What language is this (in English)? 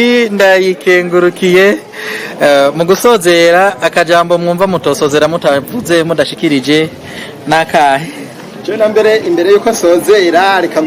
Rundi